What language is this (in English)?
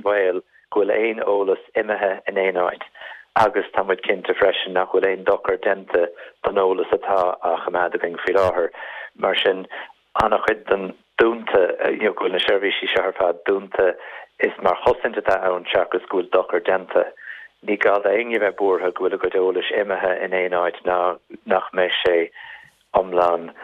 Irish